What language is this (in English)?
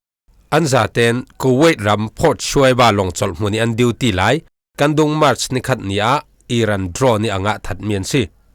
Falam Chin